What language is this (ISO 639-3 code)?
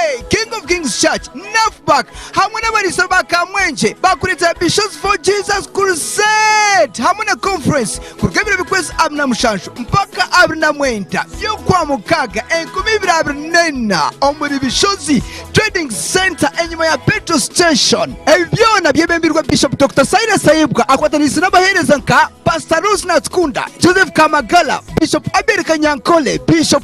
nyn